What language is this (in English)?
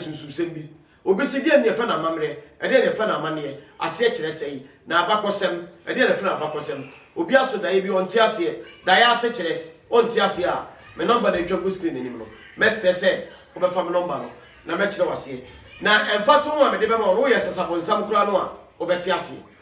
Akan